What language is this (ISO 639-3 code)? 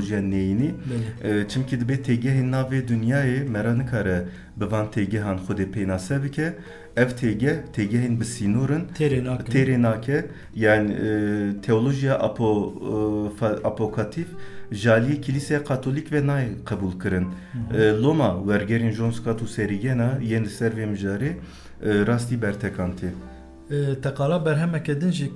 kur